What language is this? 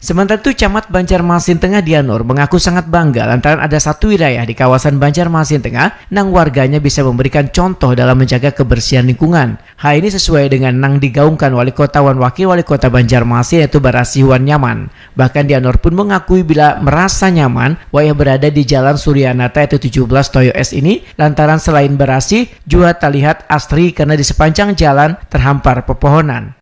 Banjar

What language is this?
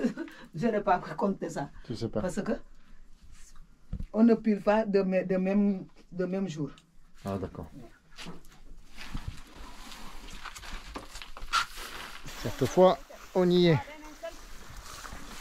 French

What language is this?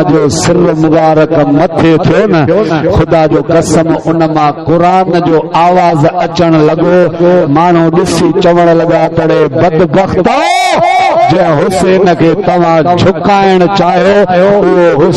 Sindhi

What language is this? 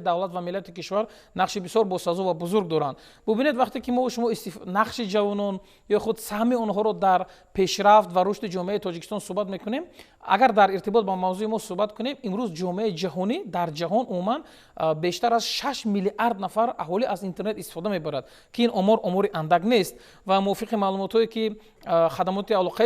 Tajik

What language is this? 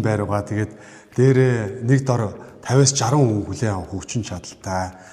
Mongolian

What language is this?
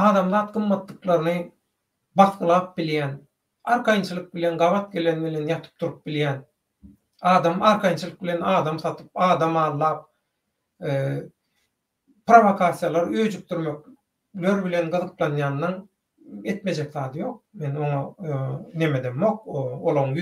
Turkmen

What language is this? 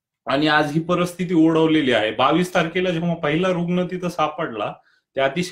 Marathi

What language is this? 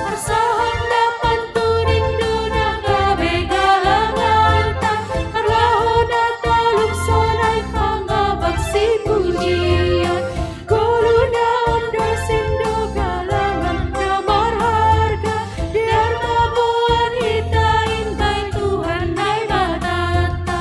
Batak Simalungun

